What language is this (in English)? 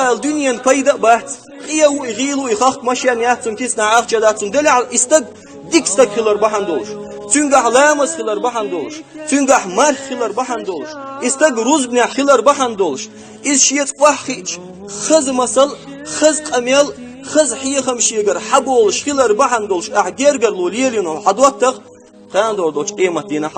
Chechen